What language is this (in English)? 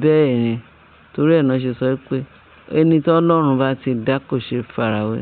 Yoruba